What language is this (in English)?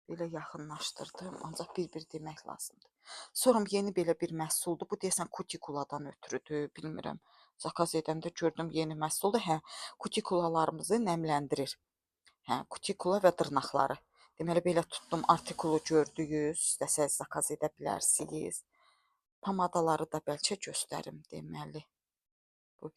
Azerbaijani